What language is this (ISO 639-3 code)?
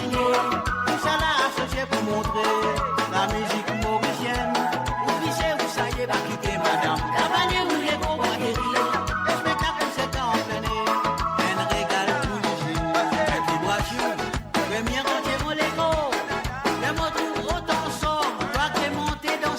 mfe